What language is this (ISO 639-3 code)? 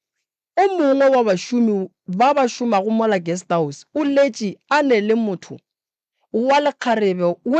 nso